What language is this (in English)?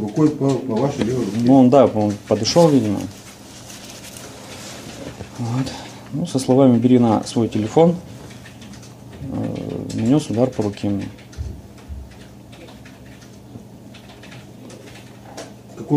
Russian